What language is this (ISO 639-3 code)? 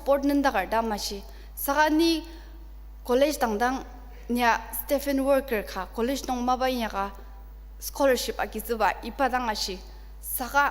njo